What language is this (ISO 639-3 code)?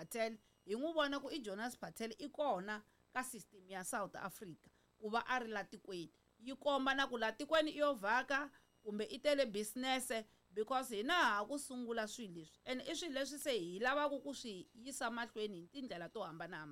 tso